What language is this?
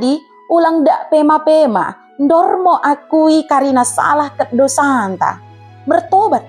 Batak Dairi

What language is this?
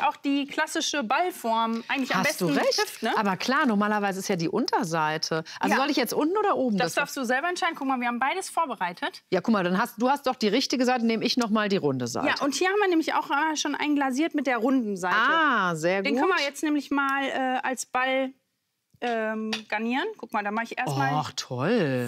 German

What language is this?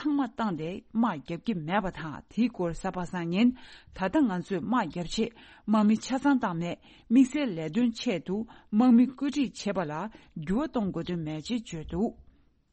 Tibetan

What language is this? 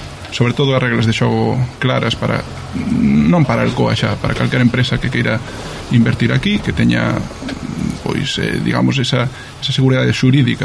Galician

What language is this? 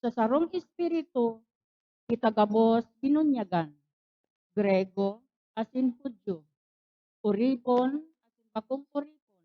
Bikol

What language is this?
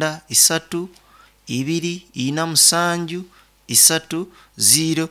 Nyankole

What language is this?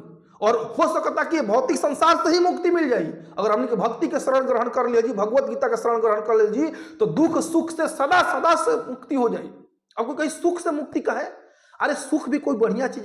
Bhojpuri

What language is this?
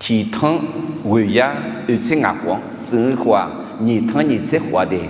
Akha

